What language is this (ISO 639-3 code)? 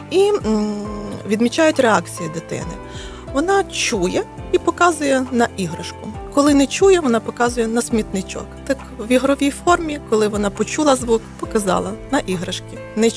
ukr